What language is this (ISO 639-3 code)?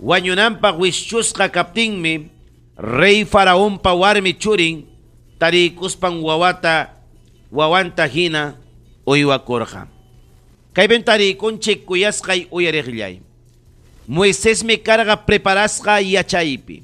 quy